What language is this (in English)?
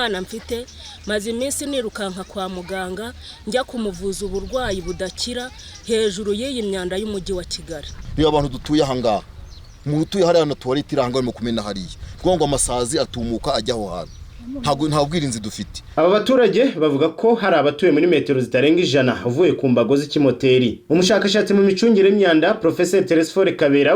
Kinyarwanda